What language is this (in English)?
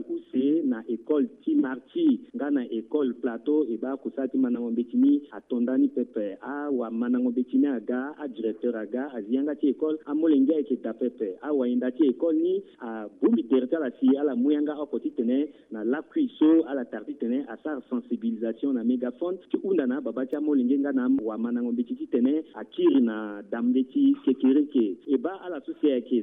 Sango